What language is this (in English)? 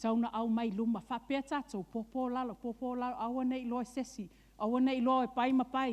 Samoan